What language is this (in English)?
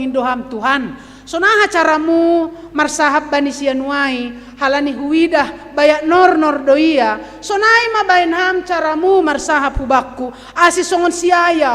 Batak Simalungun